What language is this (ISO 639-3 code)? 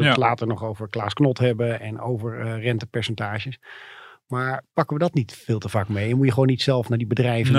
nld